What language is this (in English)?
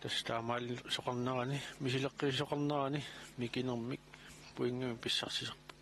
Kalaallisut